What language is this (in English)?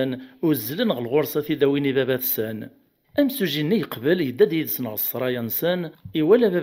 Kabyle